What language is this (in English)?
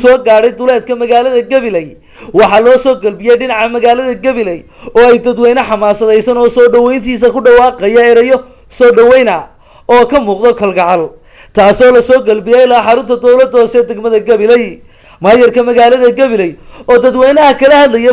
Somali